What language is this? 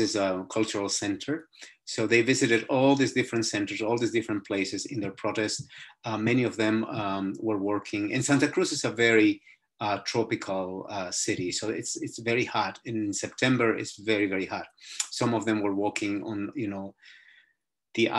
English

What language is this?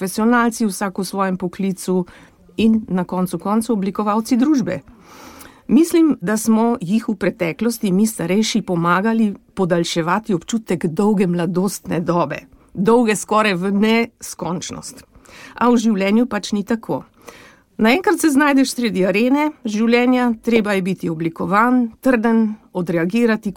Slovenian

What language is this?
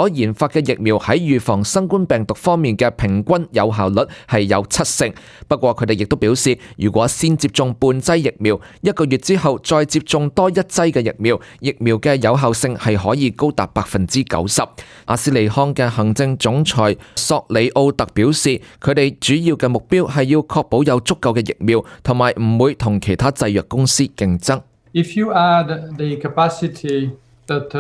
Cantonese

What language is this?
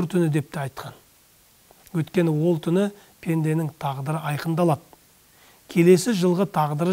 Kazakh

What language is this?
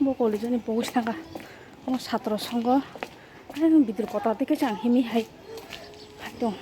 Kok Borok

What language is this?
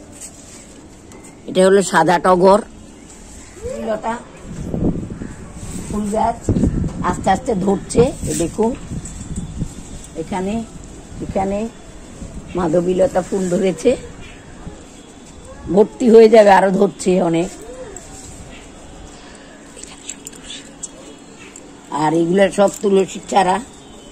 Bangla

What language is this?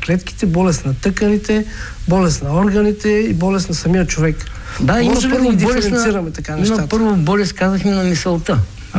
Bulgarian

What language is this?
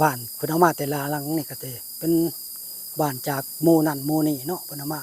Northeastern Thai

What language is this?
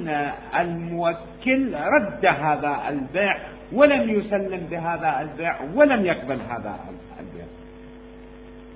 Arabic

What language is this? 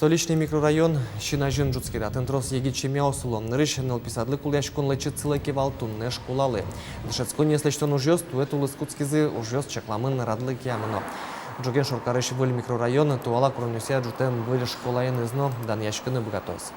Udmurt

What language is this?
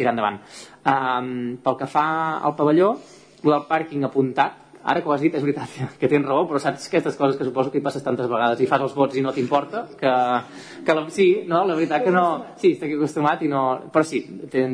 Catalan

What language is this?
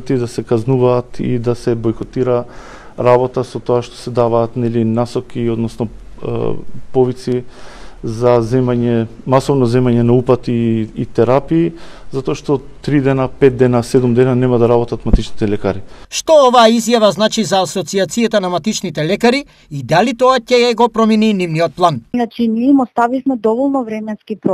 Macedonian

